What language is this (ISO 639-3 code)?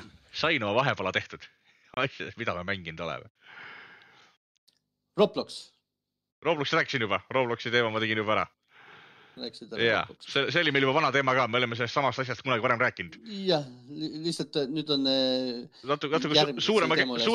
est